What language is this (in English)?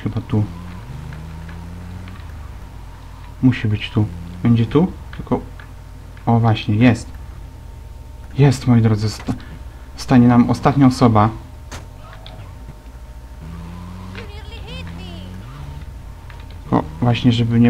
Polish